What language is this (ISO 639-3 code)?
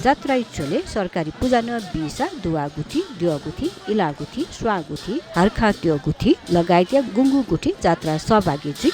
new